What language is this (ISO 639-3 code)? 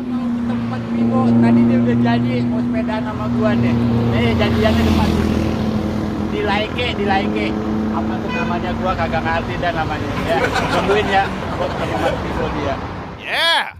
bew